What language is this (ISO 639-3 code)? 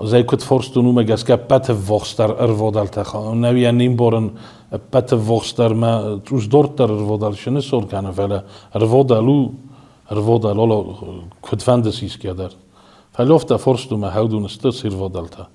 oss